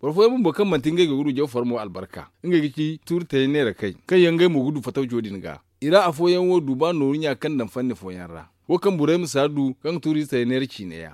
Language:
Zarma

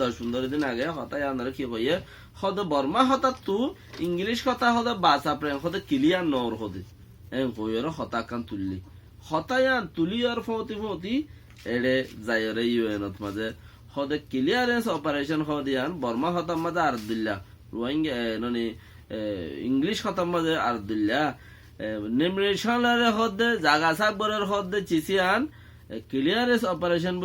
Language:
Rohingya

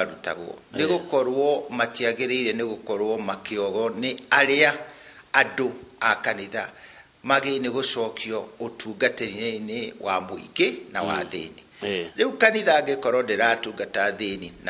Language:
Kikuyu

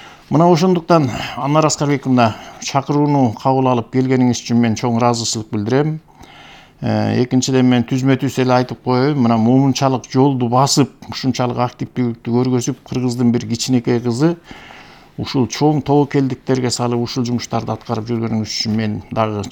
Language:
Kyrgyz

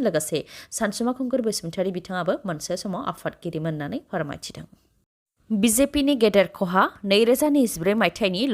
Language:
Bodo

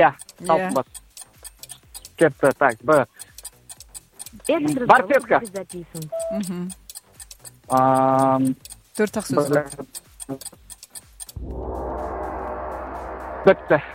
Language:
Kazakh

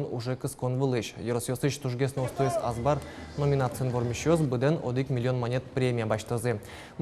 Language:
Udmurt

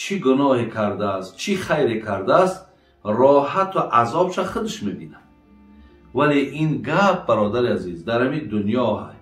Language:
Tajik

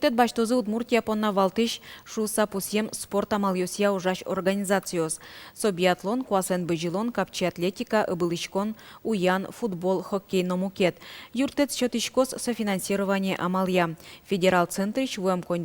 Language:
Udmurt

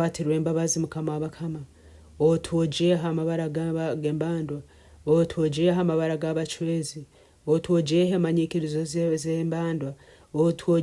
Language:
Nyoro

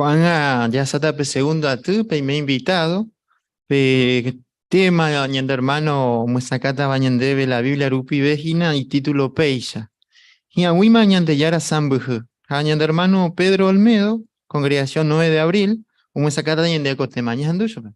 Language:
Guarani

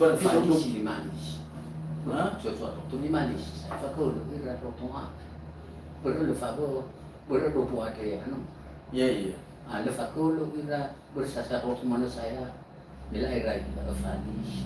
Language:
Nias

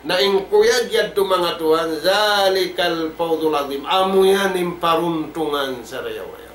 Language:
Tausug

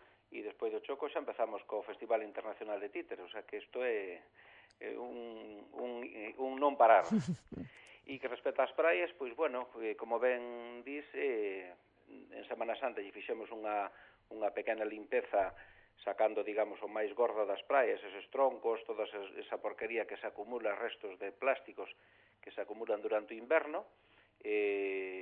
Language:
Galician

